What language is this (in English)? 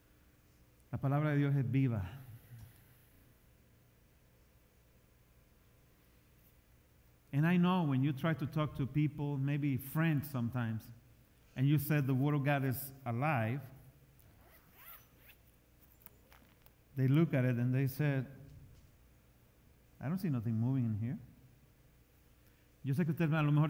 Spanish